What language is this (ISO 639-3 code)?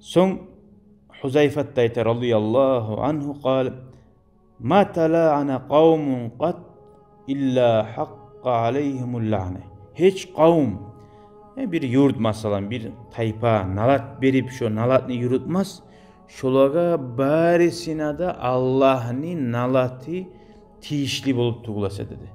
kum